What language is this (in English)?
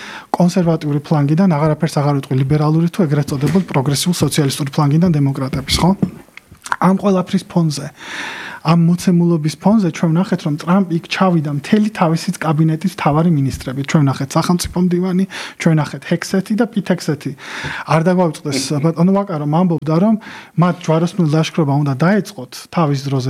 Georgian